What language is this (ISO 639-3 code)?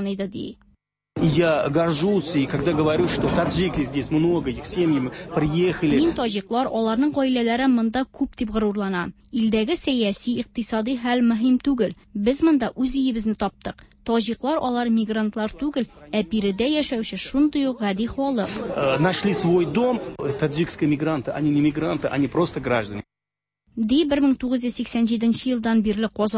tat